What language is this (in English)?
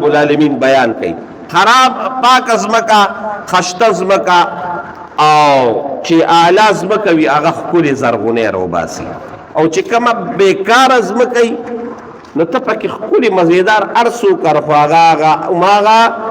Pashto